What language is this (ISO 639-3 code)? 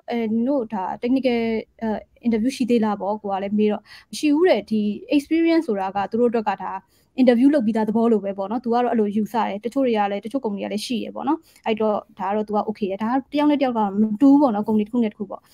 mya